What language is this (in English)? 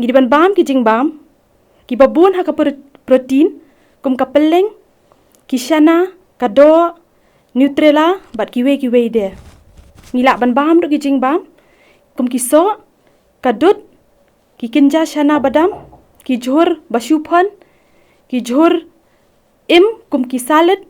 Khasi